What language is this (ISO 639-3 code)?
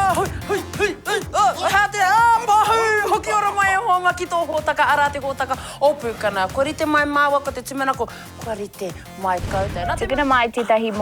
mri